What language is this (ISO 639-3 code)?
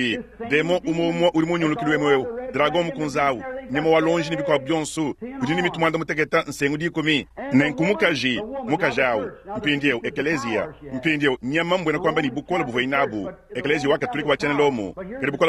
lua